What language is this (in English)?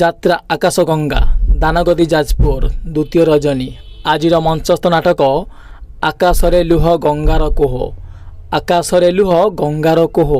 Odia